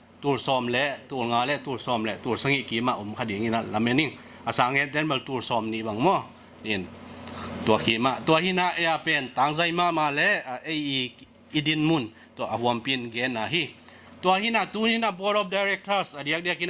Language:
Tedim Chin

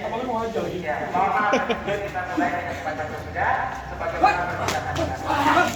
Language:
Betawi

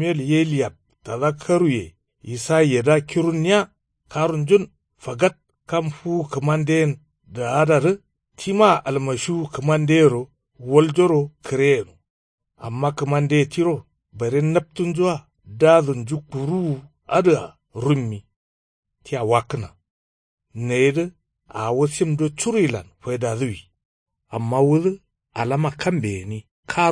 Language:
Kanuri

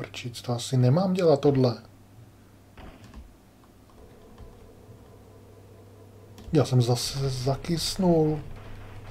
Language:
Czech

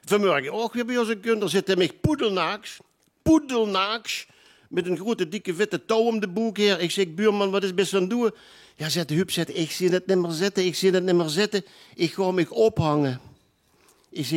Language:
Limburgish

